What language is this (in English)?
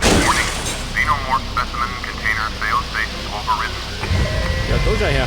Bavarian